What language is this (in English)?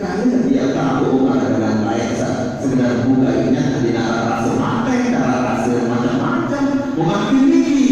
Sasak